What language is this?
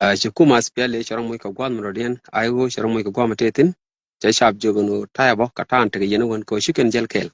Nuer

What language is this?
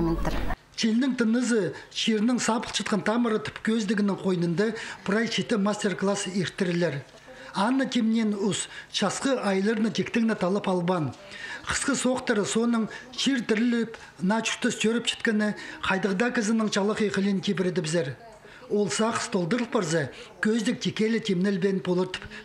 Khakas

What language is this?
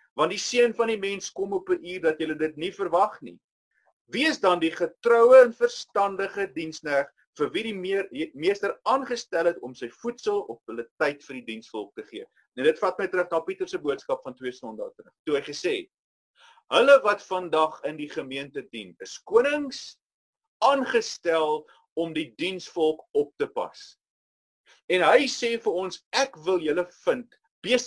Afrikaans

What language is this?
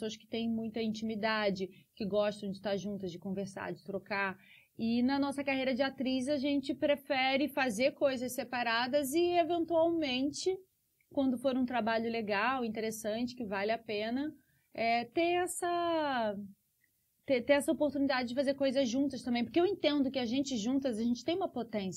Portuguese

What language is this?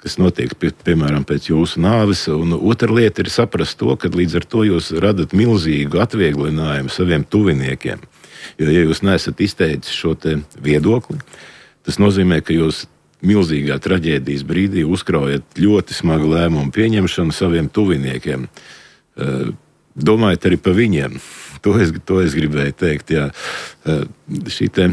Latvian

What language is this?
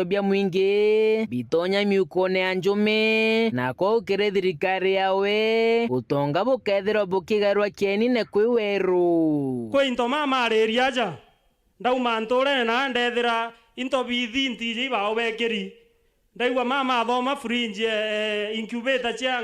Meru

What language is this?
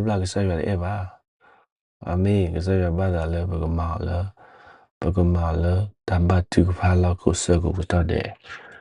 S'gaw Karen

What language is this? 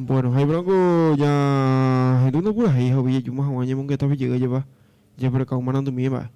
Guarani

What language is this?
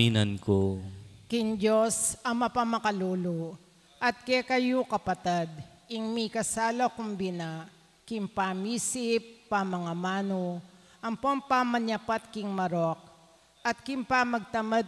Pampanga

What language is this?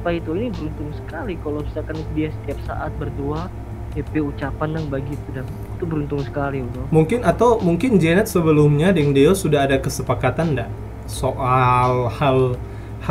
Manado Malay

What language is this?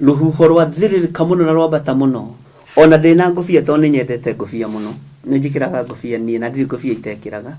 Kikuyu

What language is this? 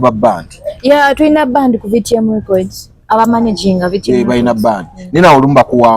Ganda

